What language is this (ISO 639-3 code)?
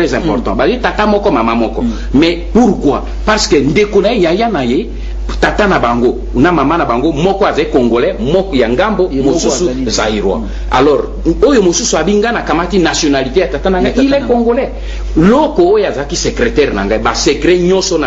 lin